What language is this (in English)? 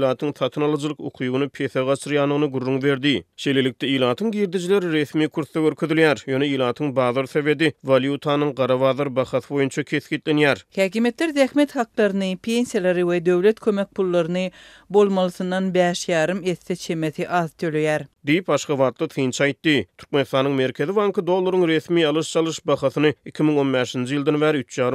Turkmen